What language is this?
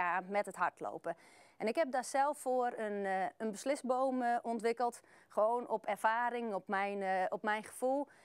Dutch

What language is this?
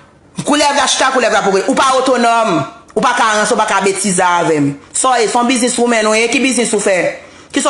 Haitian Creole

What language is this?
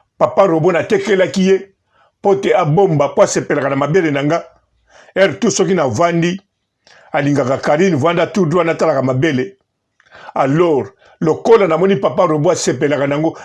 Lingala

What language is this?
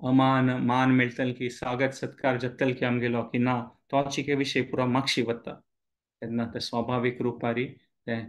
Konkani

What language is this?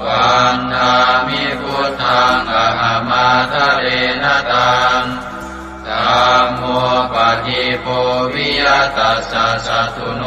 Pali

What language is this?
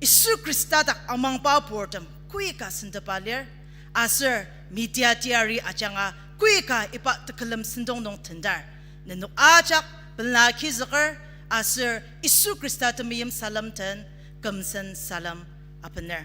Ao Naga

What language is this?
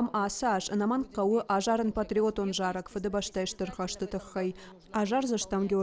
Ossetic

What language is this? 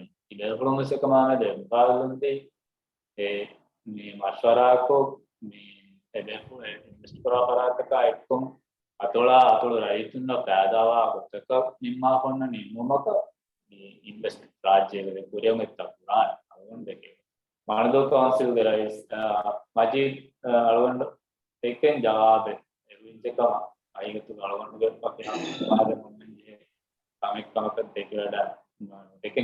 Divehi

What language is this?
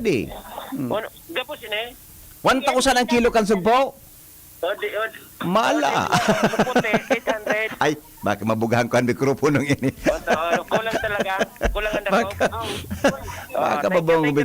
Bikol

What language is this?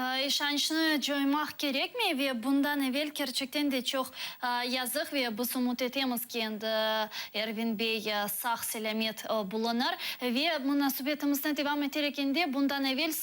Crimean Tatar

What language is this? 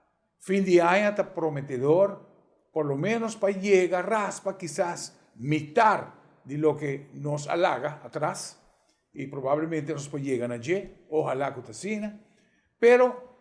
Papiamento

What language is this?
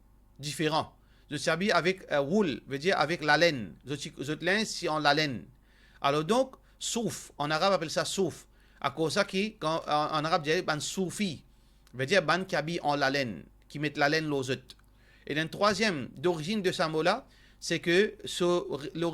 Morisyen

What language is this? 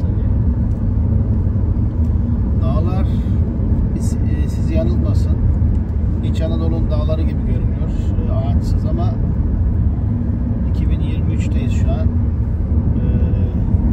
Turkish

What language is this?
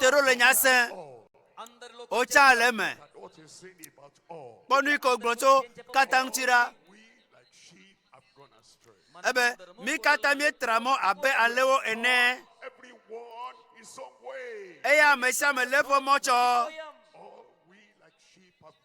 Ewe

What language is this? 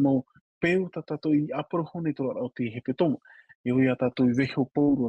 Tahitian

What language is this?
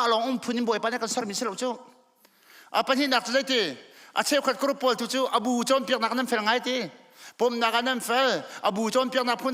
Hakha Chin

